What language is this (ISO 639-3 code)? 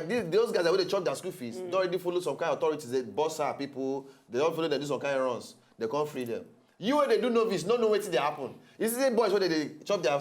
pcm